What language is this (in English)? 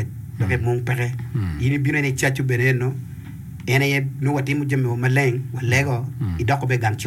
Acoli